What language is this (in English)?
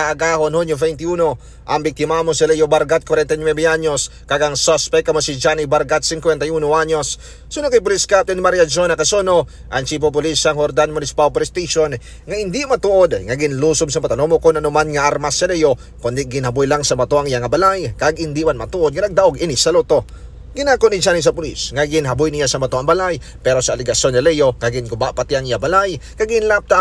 Hiligaynon